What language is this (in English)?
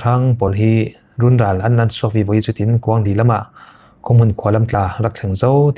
Falam Chin